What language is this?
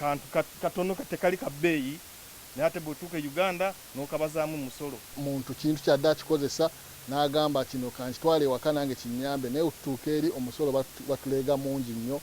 Ganda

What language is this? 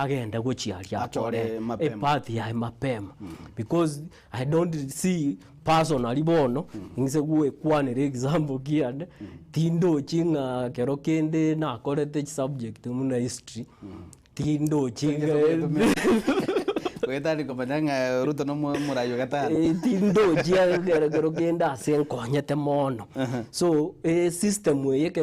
Gusii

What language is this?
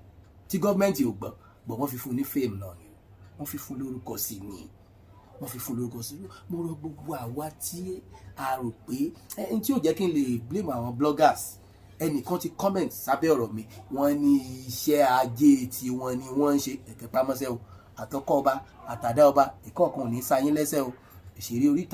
Yoruba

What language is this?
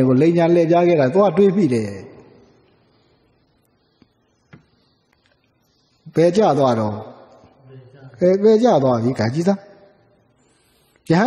Burmese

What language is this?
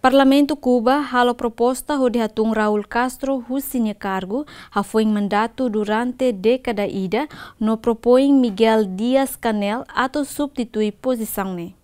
Tetum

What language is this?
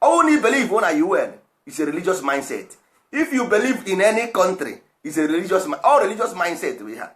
Igbo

